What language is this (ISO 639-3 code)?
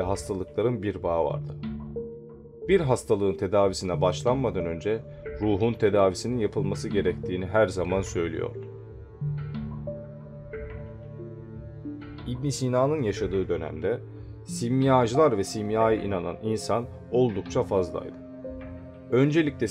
tur